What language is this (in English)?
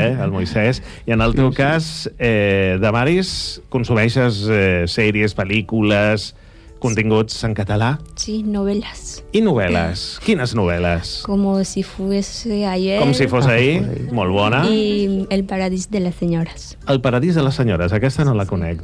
Catalan